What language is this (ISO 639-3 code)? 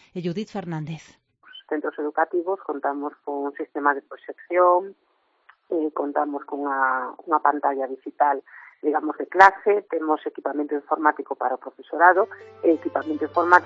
glg